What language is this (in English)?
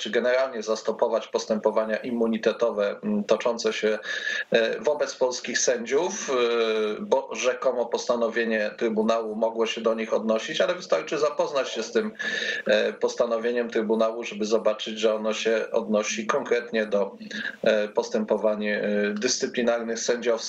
Polish